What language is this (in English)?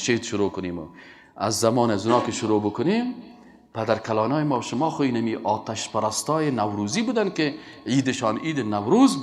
Persian